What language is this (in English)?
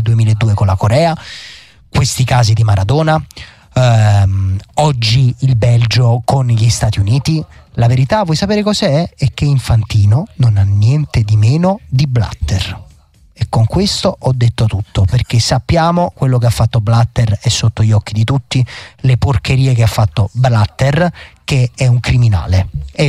Italian